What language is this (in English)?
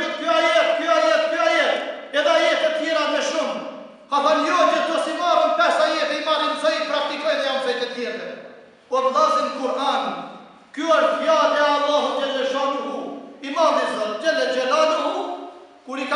Albanian